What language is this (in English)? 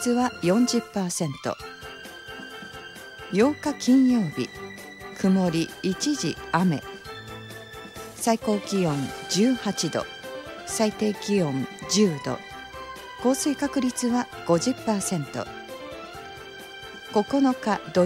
Japanese